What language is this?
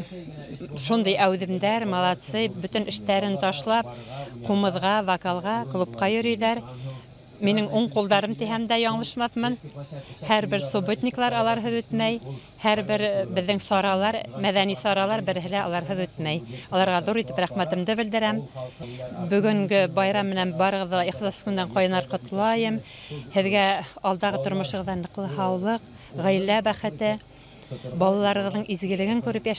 Bashkir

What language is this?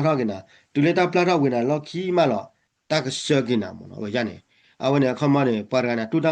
S'gaw Karen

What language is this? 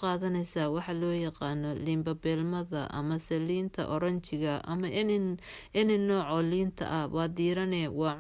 Somali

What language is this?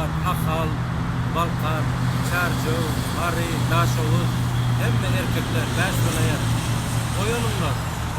Turkmen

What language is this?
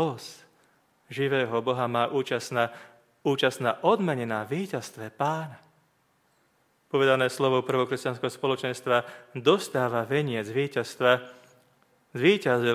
Slovak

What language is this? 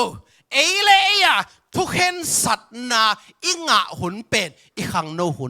Tedim Chin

